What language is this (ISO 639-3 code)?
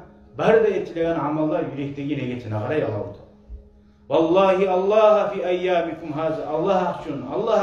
kum